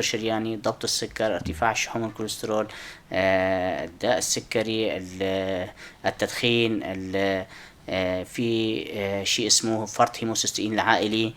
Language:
North Levantine Arabic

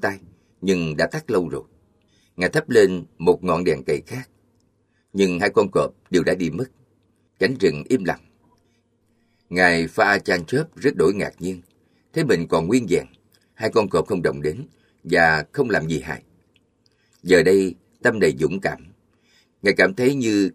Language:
Vietnamese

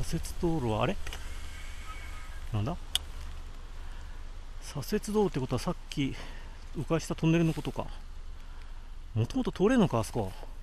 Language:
Japanese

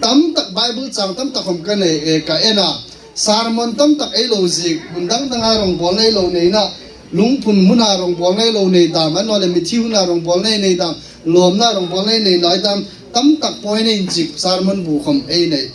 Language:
Hmar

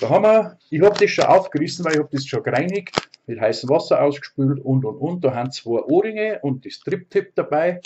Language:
Bavarian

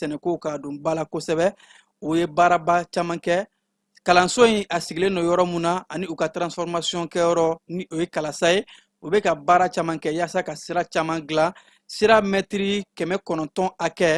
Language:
Bambara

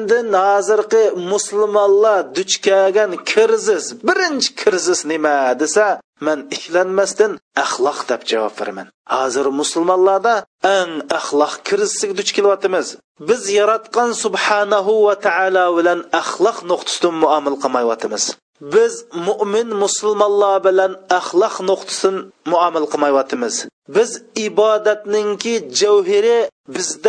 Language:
Uyghur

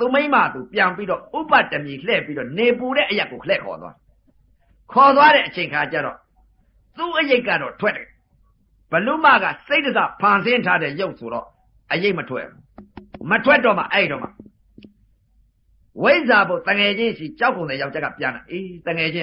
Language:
Burmese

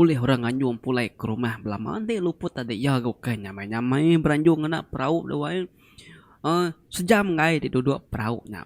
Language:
Iban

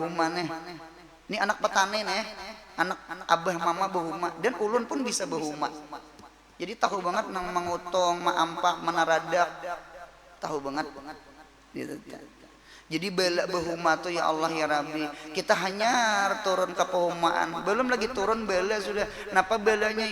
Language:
Banjar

